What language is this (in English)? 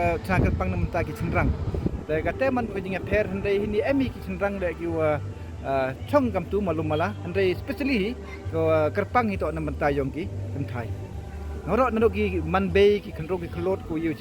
Pnar